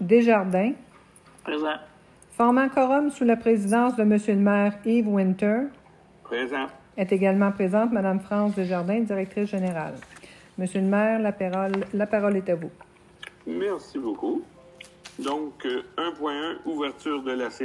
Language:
French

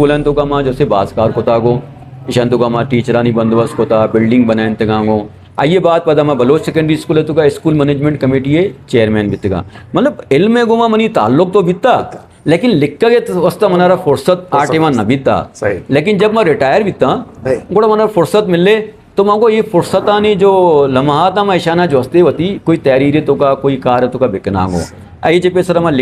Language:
Eastern Balochi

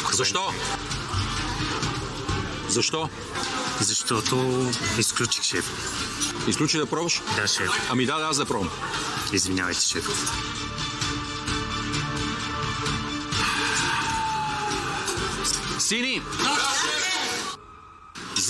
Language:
Bulgarian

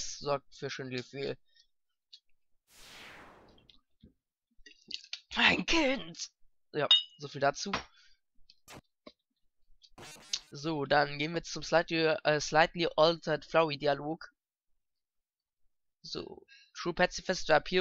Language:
German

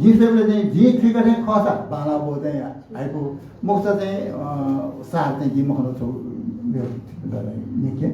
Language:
Newari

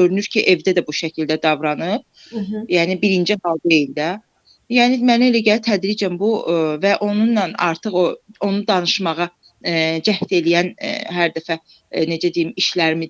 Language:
Azerbaijani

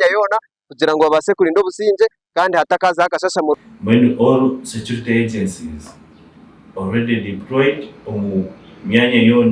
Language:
Nyankole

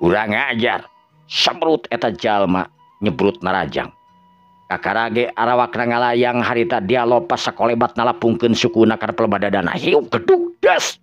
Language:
Sundanese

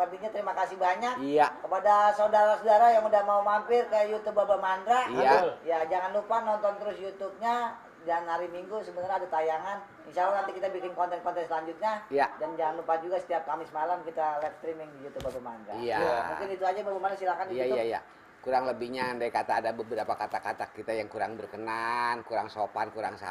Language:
Betawi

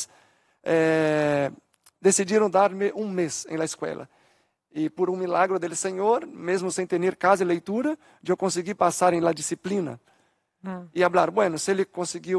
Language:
Portuguese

